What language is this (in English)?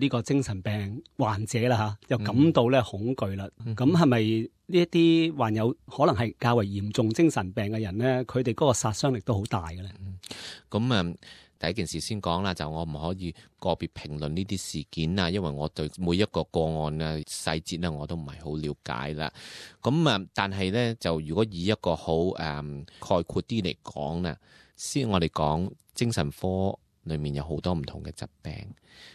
Cantonese